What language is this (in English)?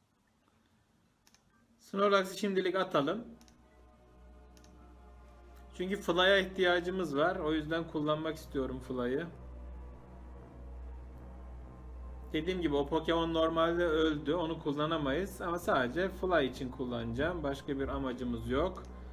Turkish